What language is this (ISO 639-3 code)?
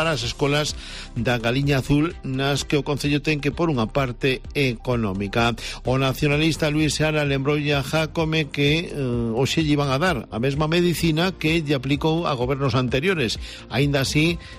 glg